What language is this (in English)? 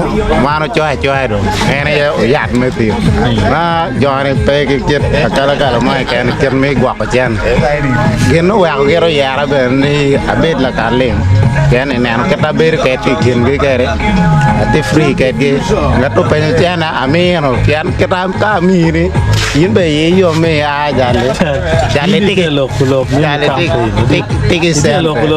Acoli